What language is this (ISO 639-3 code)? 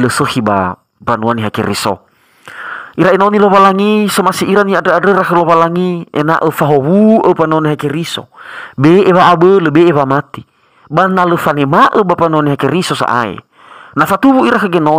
nia